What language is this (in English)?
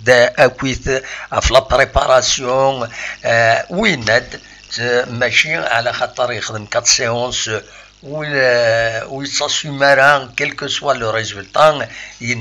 Kabyle